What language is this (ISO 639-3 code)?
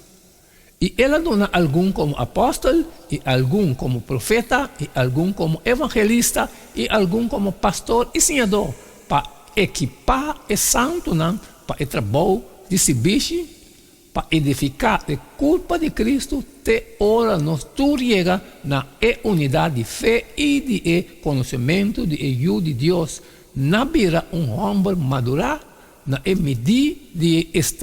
pap